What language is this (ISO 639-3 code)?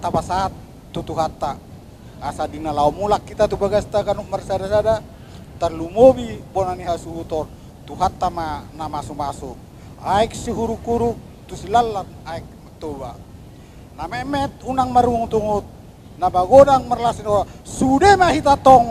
bbc